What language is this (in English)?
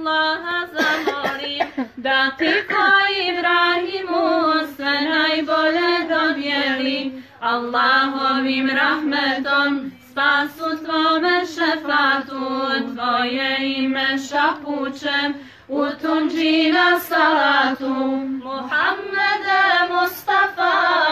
Bosnian